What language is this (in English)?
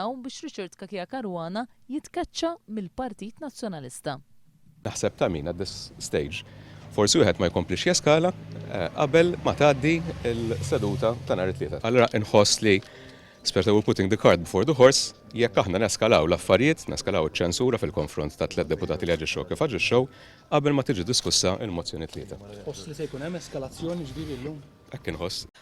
Maltese